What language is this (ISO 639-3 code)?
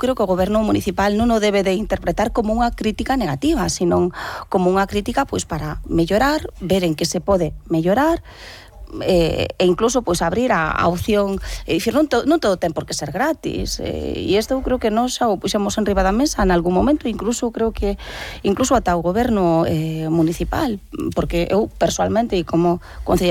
glg